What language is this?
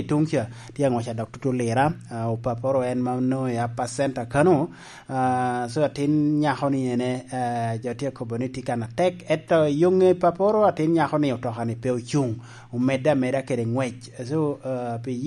Lango (Uganda)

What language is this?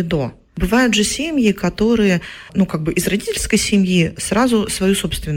Russian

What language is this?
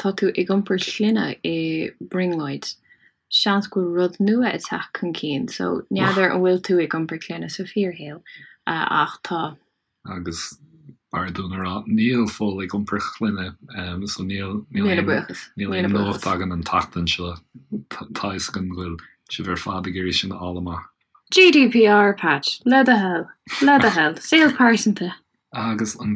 Irish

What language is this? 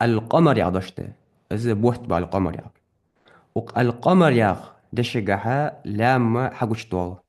Ingush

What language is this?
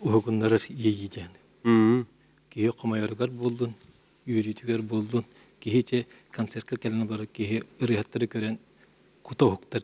Yakut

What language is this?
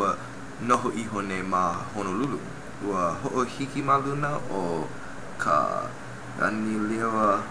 Hawaiian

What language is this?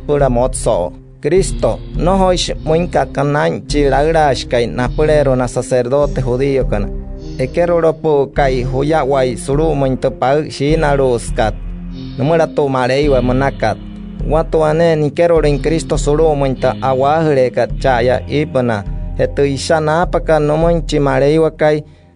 Wayuu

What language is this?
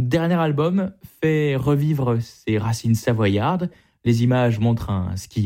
French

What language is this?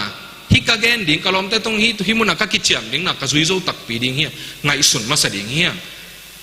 Tedim Chin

